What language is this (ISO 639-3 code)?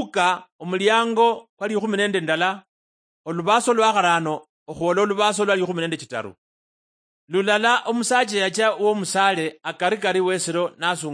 luy